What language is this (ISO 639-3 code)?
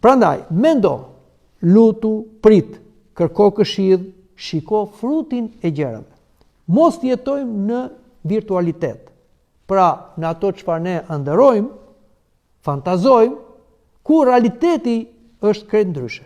sqi